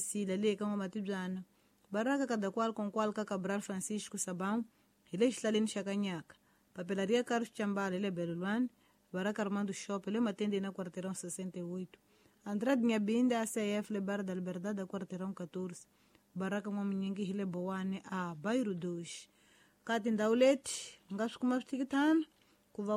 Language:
Tsonga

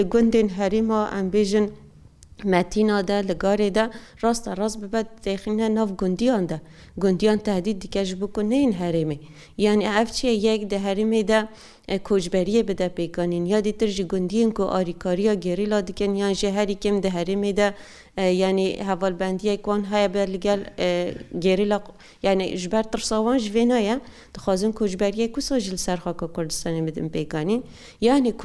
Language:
Kurdish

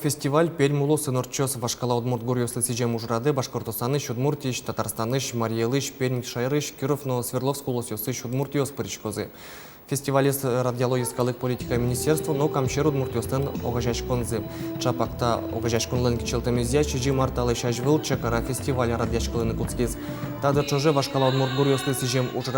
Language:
Udmurt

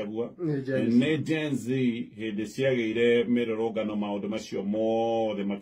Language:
Kikuyu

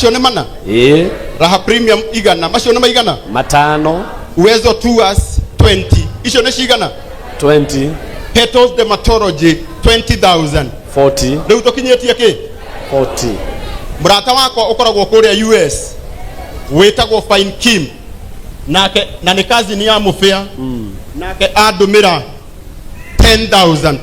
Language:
Kikuyu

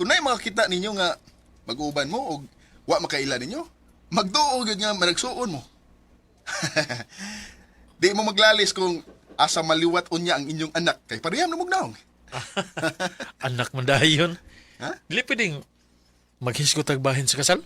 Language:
Cebuano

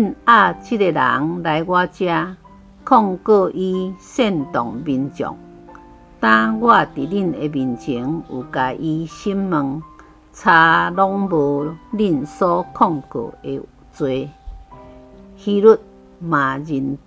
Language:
Min Nan Chinese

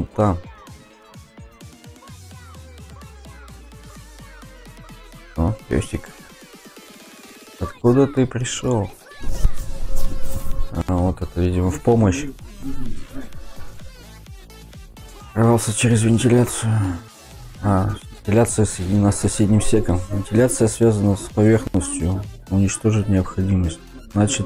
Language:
Russian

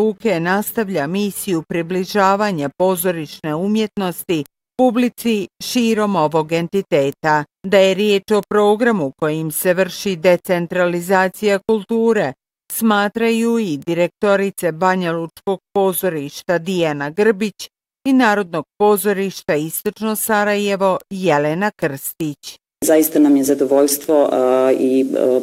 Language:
Bosnian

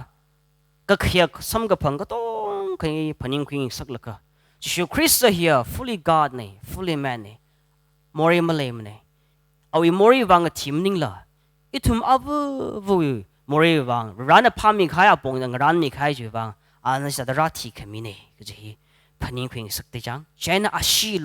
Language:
Tangkhul Naga (India)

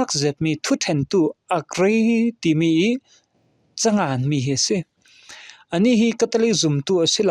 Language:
Falam Chin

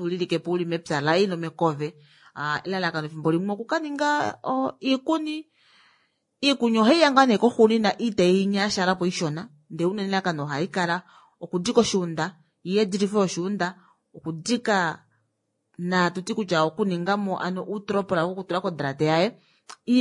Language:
Kuanyama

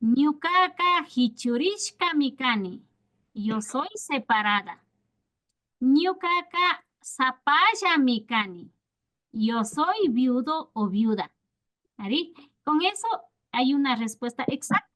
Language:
Imbabura Highland Quichua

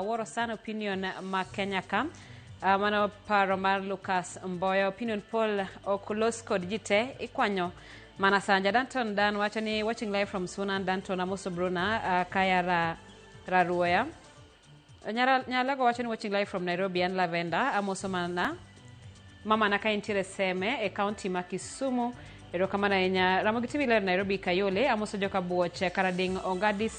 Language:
Luo (Kenya and Tanzania)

